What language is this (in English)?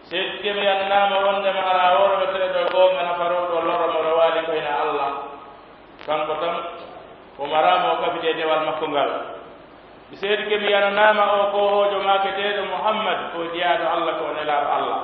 Pular